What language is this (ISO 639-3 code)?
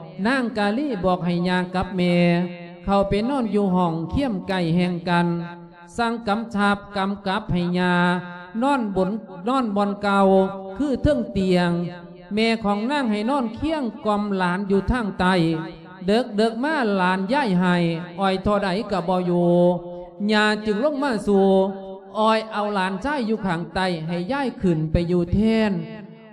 lao